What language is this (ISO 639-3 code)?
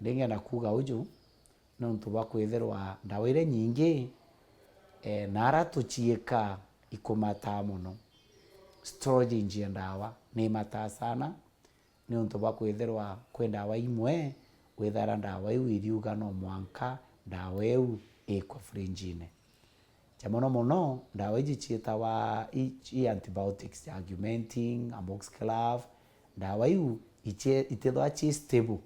mer